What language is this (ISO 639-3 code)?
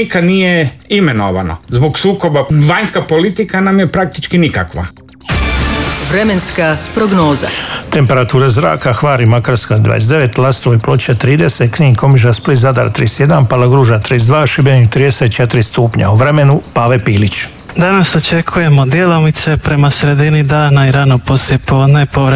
hrv